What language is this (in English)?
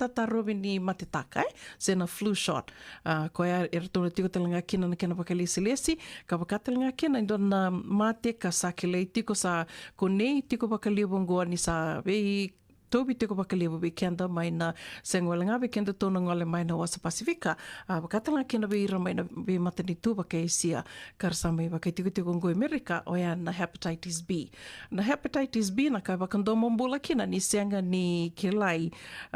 Fijian